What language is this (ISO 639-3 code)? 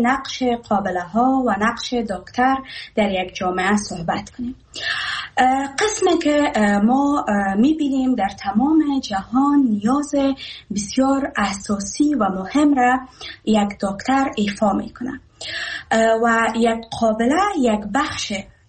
fas